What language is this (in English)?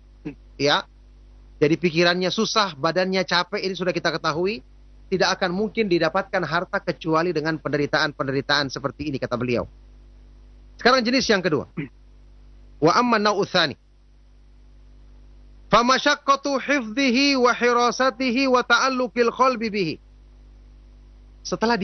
Indonesian